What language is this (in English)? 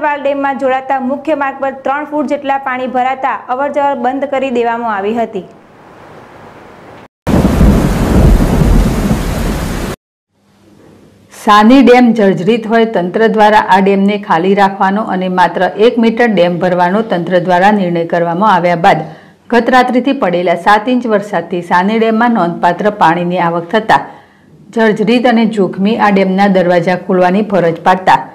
Gujarati